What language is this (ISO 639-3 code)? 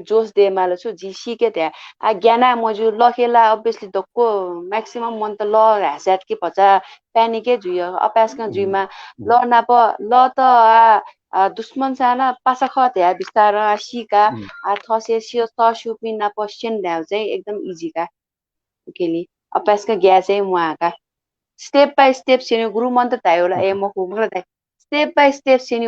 new